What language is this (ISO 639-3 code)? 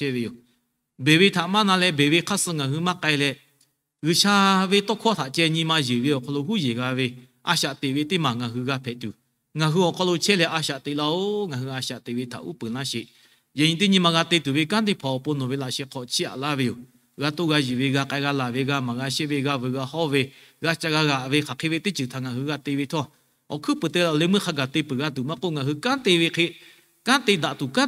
lhu